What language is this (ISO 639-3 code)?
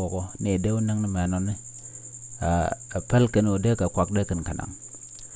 nus